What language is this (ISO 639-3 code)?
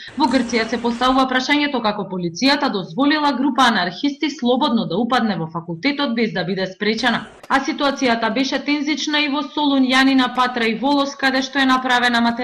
mkd